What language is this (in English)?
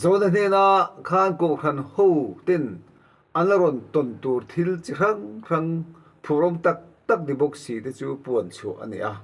Mizo